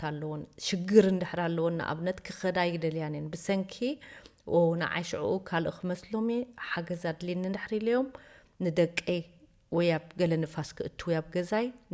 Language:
Tigrinya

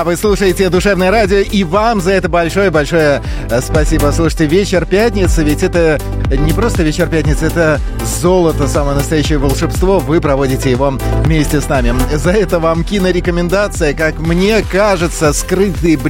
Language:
Russian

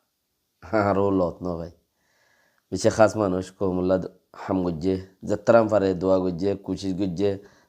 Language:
Rohingya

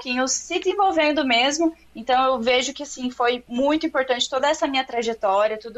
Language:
Portuguese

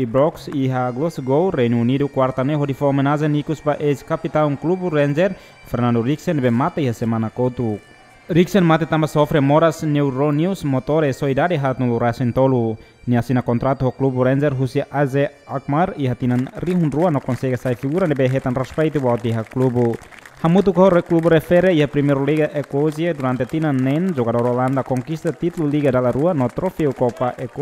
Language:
Tetum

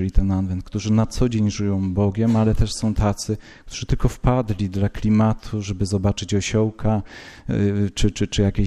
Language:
Polish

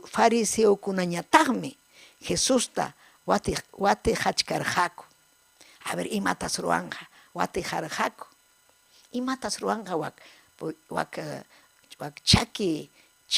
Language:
Ayacucho Quechua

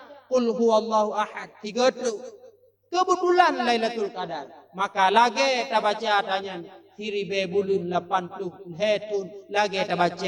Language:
Achinese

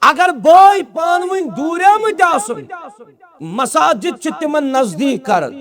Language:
Kashmiri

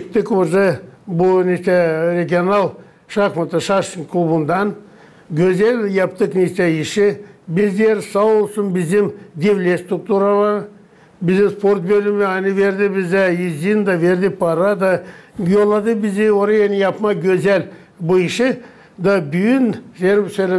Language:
Gagauz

